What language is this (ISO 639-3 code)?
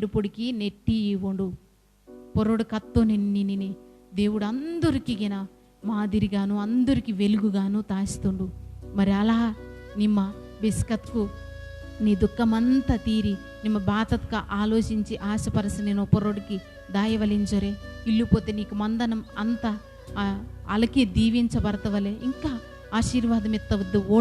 kff